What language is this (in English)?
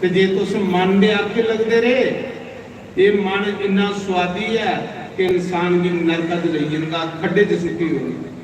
Dogri